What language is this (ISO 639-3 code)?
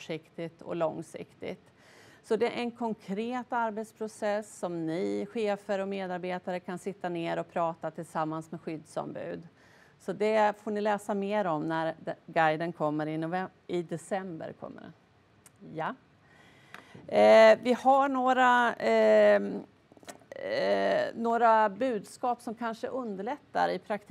swe